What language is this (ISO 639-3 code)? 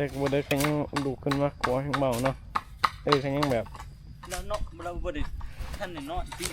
tts